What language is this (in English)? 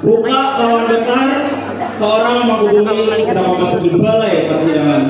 Banjar